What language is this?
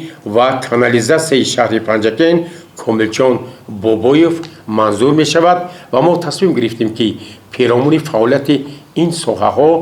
Tajik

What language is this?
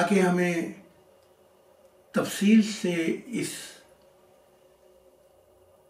Urdu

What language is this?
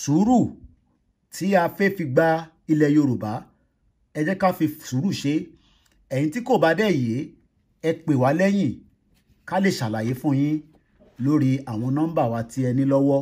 Yoruba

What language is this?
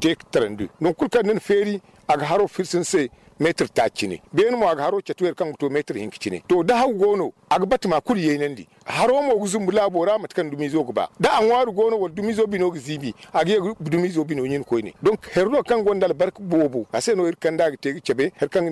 Zarma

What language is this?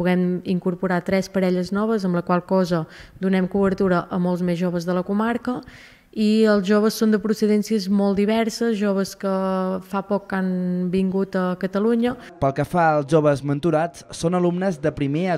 Catalan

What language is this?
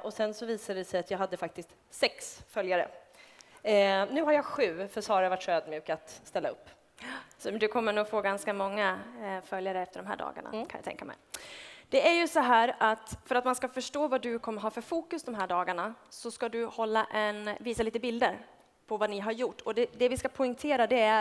Swedish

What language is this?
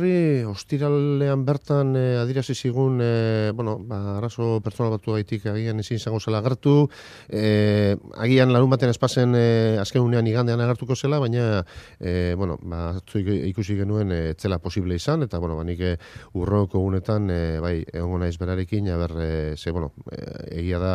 Basque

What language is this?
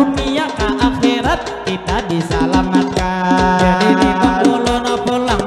Banjar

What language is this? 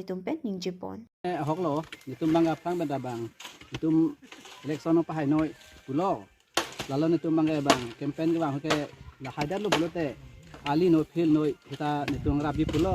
Karbi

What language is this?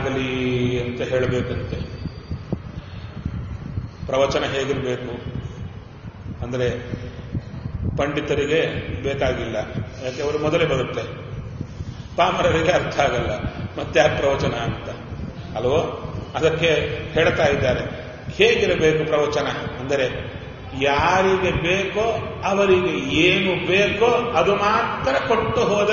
Kannada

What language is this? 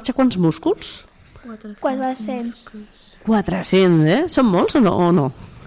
Catalan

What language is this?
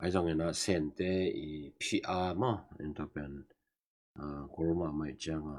Tedim Chin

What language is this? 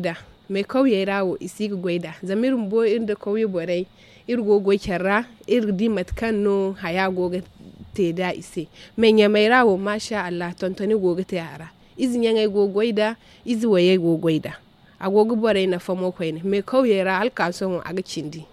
Zarma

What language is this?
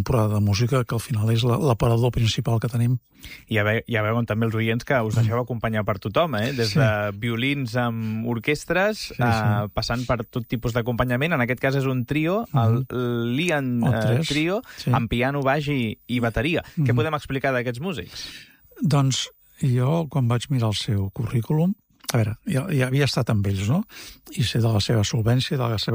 Catalan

